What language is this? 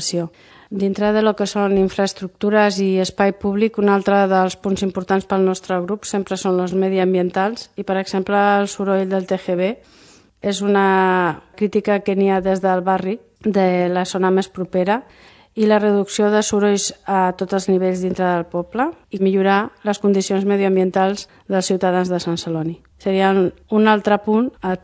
Catalan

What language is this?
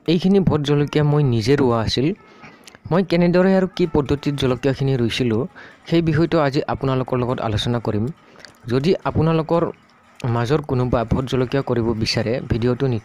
Assamese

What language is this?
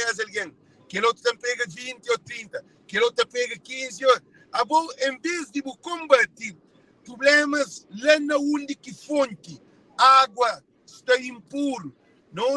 Kabuverdianu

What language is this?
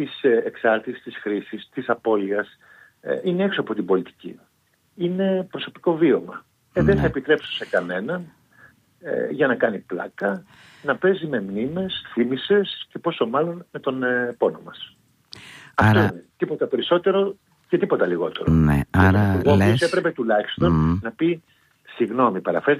Greek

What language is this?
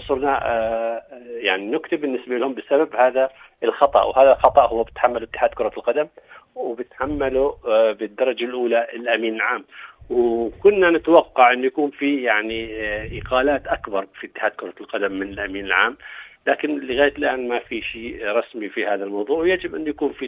North Levantine Arabic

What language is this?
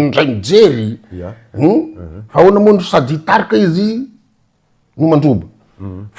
Malagasy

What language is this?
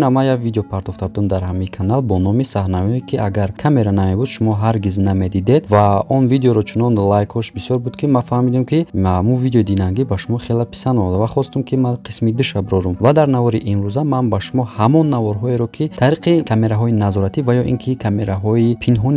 Tajik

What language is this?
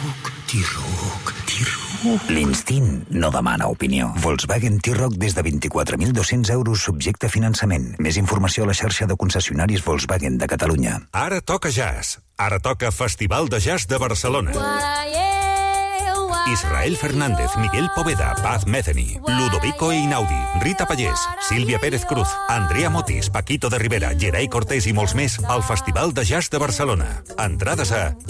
Catalan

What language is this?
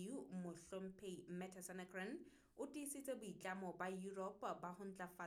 Southern Sotho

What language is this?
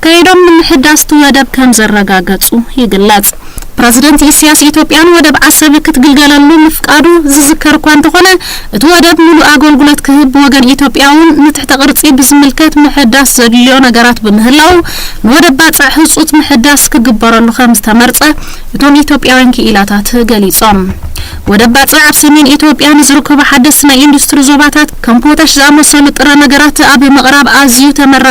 Tigrinya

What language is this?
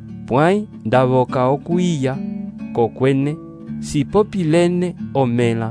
Umbundu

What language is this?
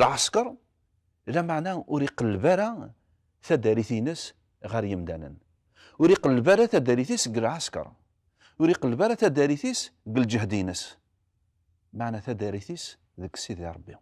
Kabyle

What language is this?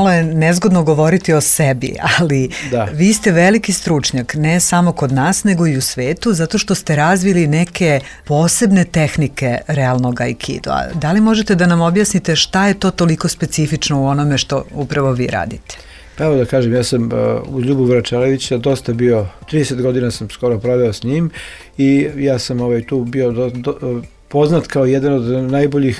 Serbian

